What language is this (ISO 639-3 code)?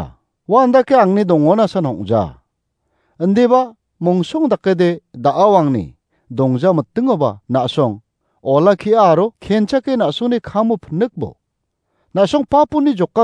grt